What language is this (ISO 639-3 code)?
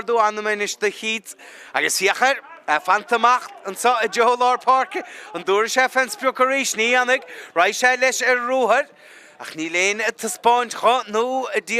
gle